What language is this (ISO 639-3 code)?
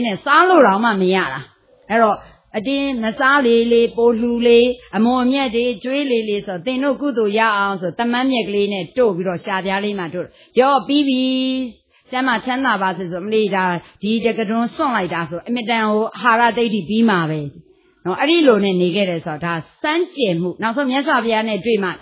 mya